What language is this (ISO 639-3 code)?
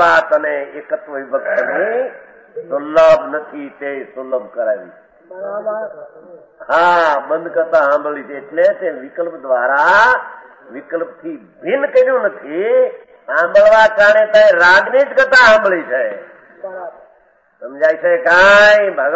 guj